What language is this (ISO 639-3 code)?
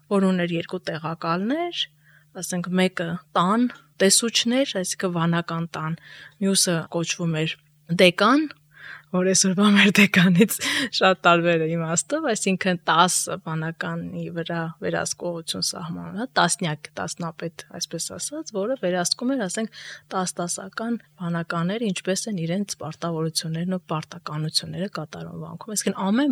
hye